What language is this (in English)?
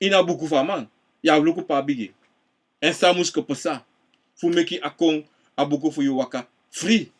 Sranan Tongo